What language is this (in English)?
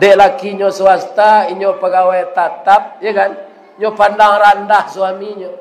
Minangkabau